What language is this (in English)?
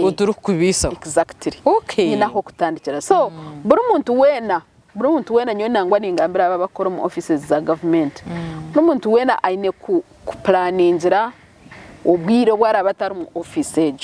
Nyankole